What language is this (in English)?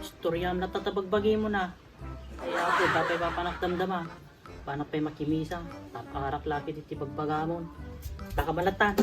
Iloko